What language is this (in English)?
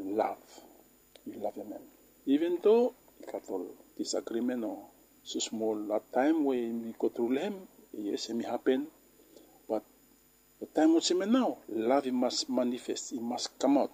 Bislama